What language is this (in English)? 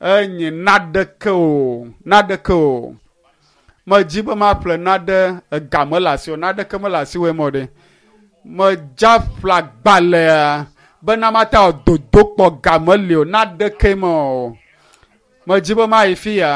Ewe